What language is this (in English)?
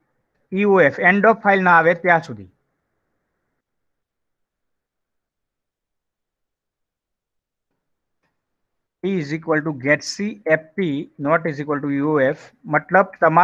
Gujarati